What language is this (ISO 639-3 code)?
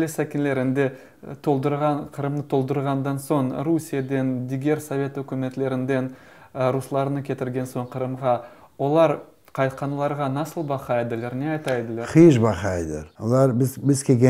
crh